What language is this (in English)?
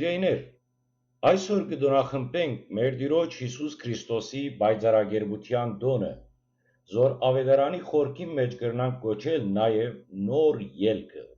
Western Armenian